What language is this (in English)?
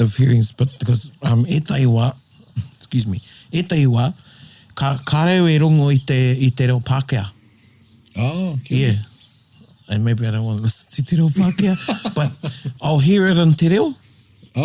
Māori